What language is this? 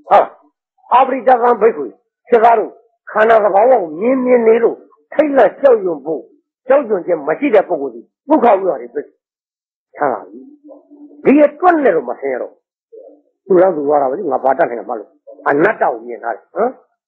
Burmese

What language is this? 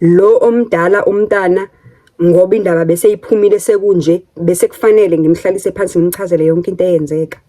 Zulu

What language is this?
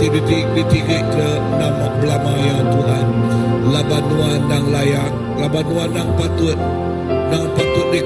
Iban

